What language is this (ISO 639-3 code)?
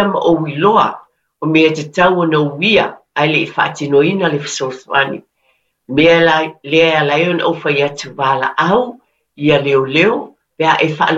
smo